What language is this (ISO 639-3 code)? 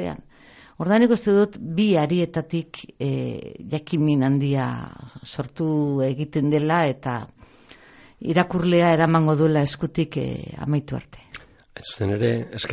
eus